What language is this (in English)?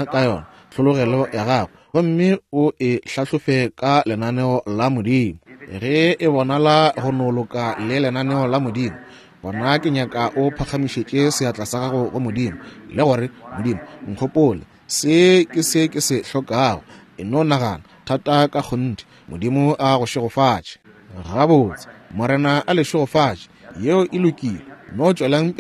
Northern Sotho